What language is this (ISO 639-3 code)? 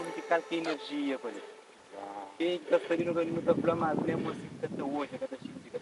kea